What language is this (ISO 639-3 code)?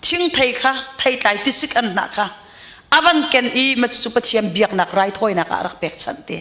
cnh